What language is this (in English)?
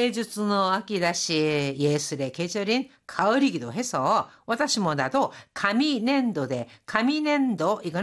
Korean